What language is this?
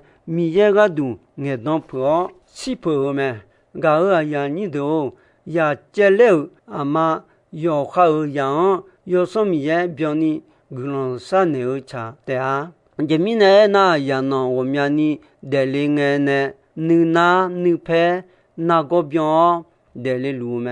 Akha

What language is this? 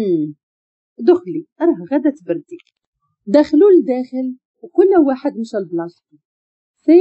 Moroccan Arabic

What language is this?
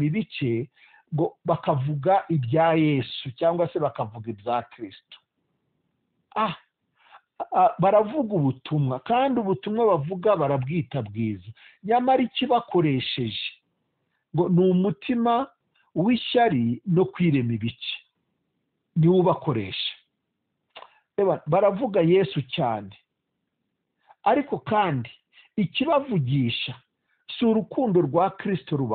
Kinyarwanda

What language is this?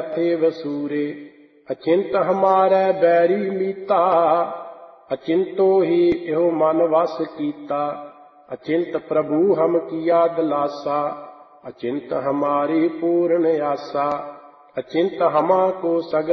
Punjabi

